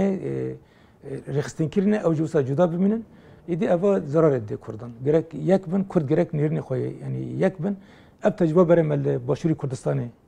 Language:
Kurdish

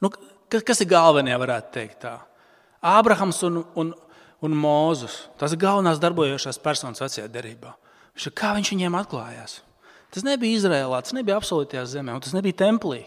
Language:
Latvian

